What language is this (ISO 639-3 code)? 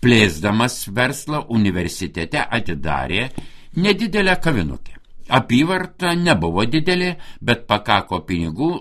lit